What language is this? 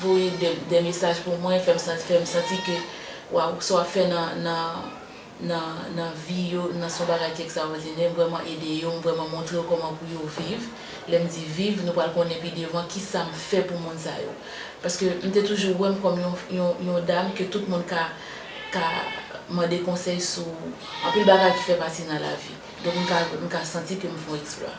Haitian Creole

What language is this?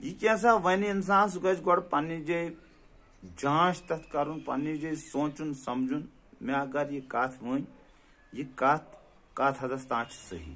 Kashmiri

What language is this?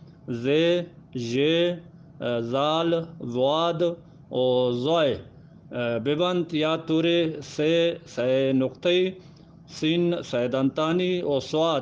Eastern Balochi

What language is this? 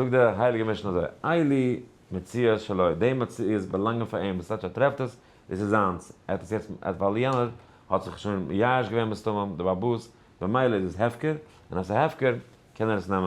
Yiddish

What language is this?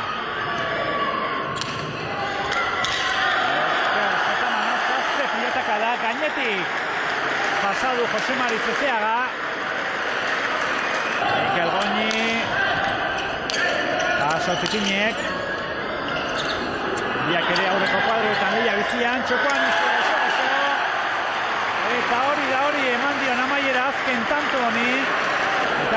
Basque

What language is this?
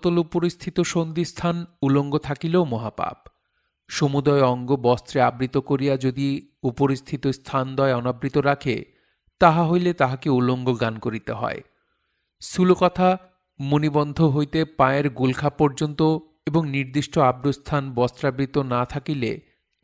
Bangla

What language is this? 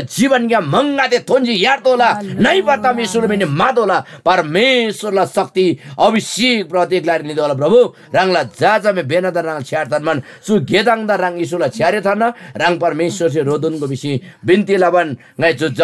Eastern Tamang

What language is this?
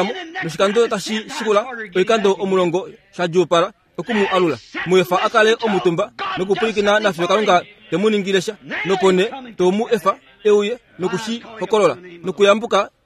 Kuanyama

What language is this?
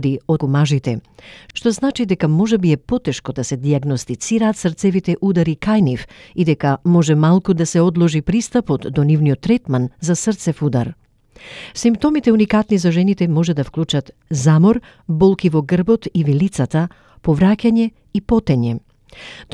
Macedonian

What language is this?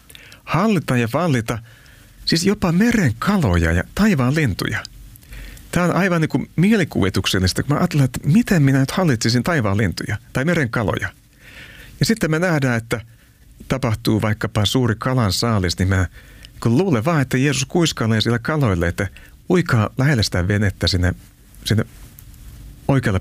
Finnish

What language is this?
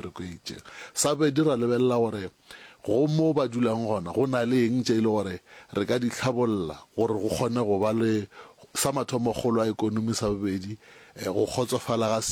Northern Sotho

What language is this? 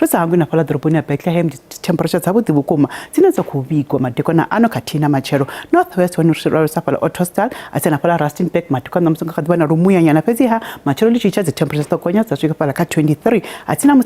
Venda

